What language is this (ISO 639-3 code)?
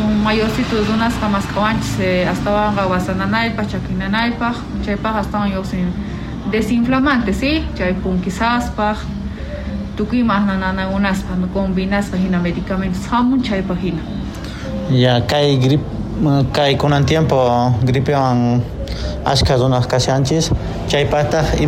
quh